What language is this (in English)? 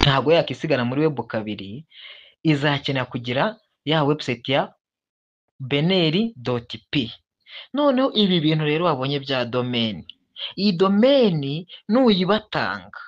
Kinyarwanda